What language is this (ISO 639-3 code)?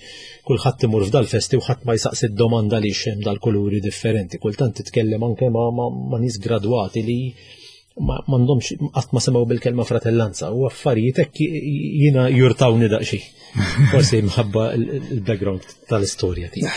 mlt